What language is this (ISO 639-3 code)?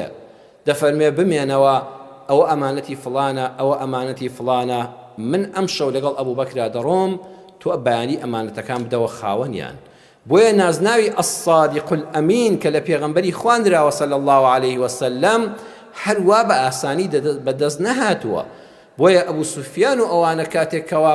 ckb